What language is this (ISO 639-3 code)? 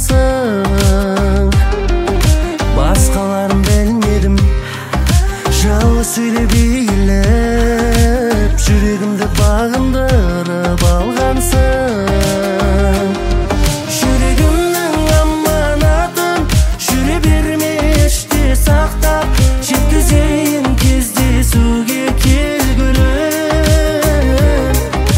kaz